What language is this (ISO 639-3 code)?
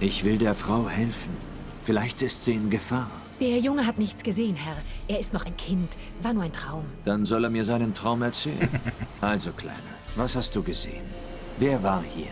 gsw